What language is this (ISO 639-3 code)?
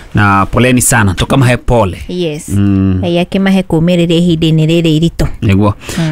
kik